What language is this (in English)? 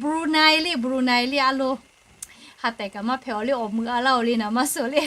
Lahu